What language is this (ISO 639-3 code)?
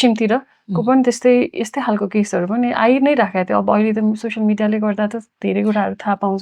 nep